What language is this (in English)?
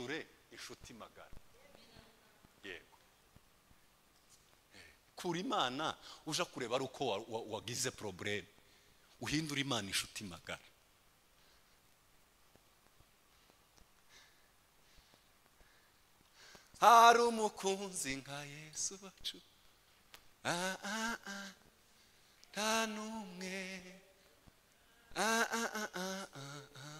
Kinyarwanda